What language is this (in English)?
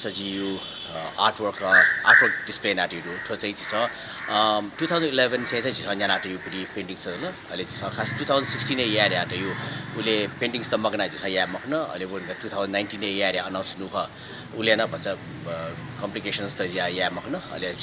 Newari